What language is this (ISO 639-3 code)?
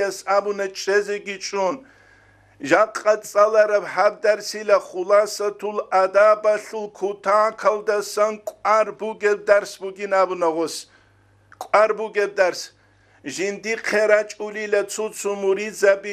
ava